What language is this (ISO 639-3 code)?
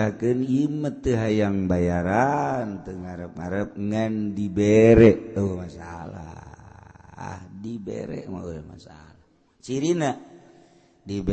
sun